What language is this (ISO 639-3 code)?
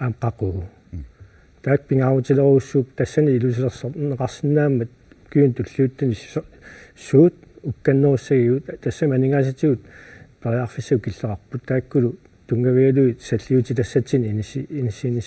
kal